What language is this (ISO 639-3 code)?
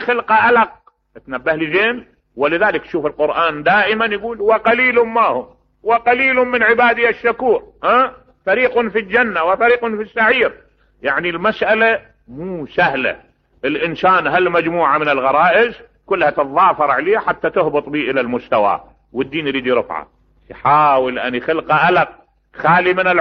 acm